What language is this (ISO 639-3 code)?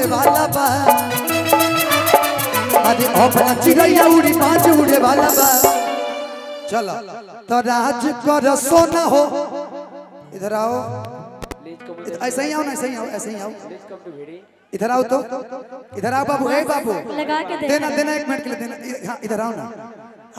bho